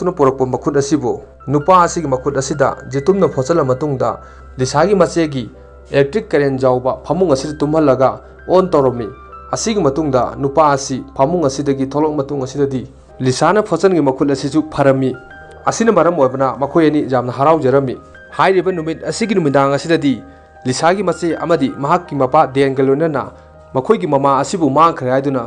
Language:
Manipuri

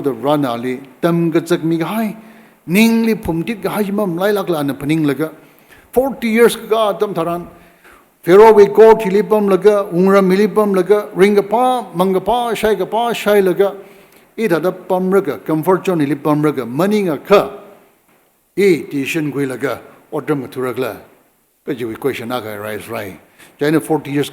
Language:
Tangkhul Naga (India)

